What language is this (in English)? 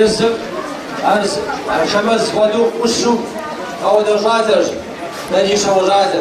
Kabardian